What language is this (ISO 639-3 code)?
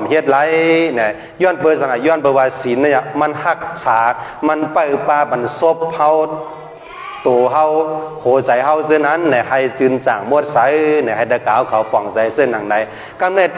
shn